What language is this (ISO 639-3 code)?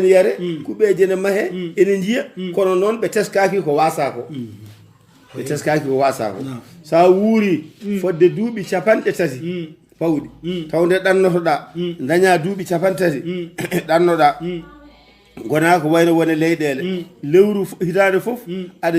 ful